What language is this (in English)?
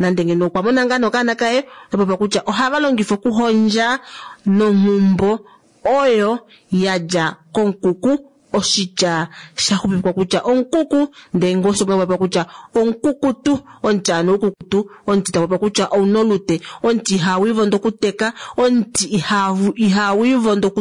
Kuanyama